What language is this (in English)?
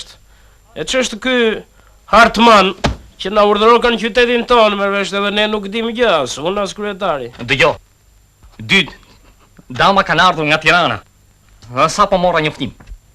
Albanian